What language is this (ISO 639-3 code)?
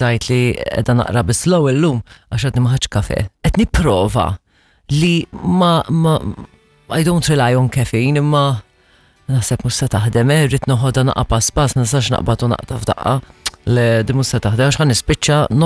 mlt